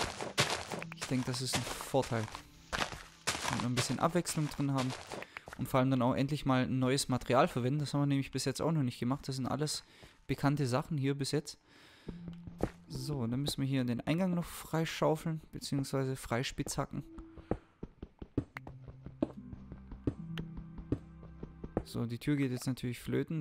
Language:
German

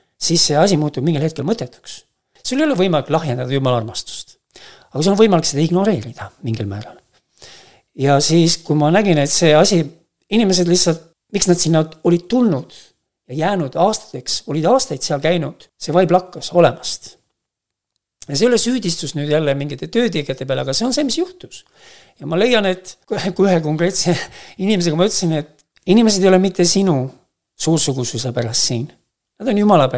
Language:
Estonian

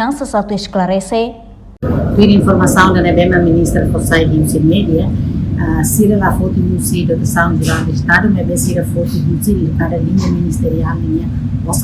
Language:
Tetum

